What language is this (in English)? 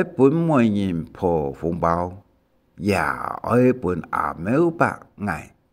Hakka Chinese